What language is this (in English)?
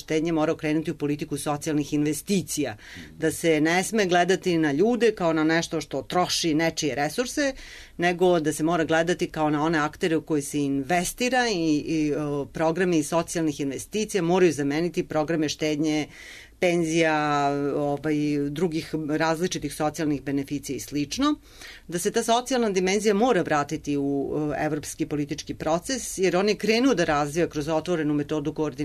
Serbian